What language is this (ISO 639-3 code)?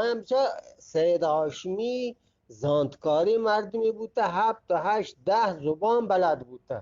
bgp